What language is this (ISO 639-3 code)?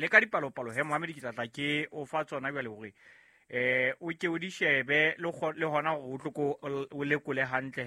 sot